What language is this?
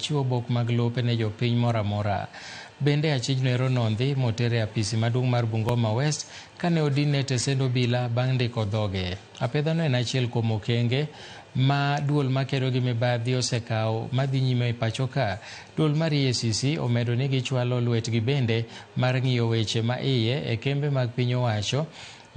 Luo (Kenya and Tanzania)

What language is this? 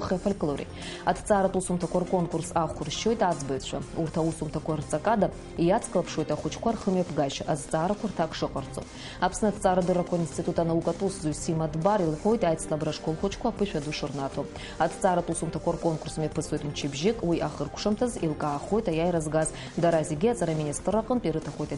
Abkhazian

